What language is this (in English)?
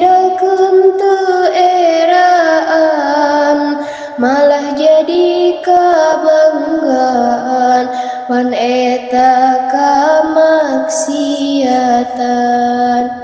Sundanese